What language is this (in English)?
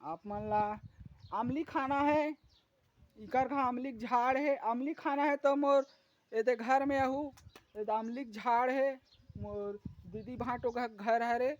Chhattisgarhi